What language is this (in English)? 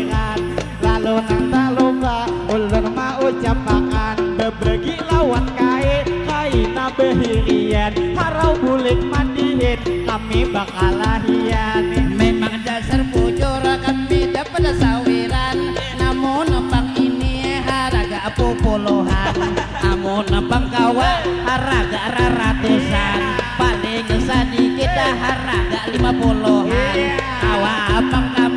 Banjar